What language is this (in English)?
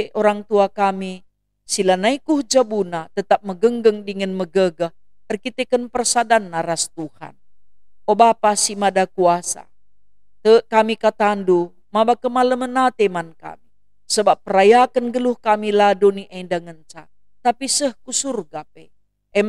Batak Karo